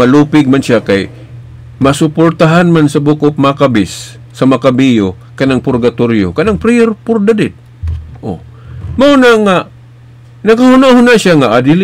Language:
Cebuano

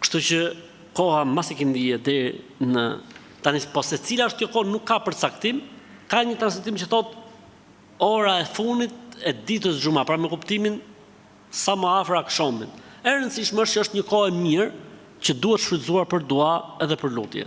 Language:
Albanian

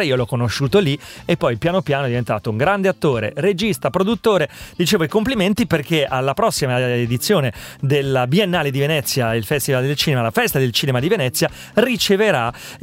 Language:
Italian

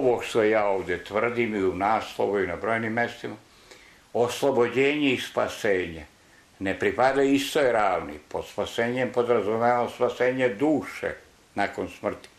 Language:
Serbian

